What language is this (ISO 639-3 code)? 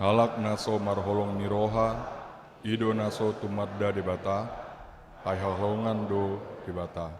bbc